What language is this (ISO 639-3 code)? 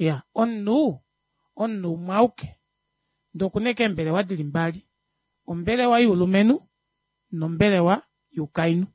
kua